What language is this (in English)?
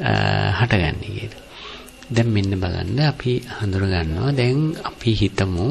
Sinhala